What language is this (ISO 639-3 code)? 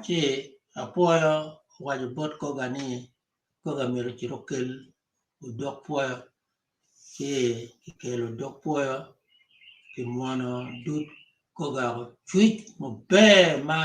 ach